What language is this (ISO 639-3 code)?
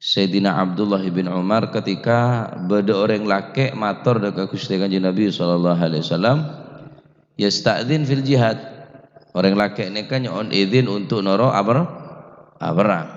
mad